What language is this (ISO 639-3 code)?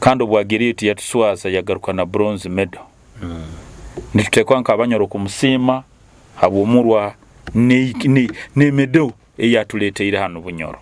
nyo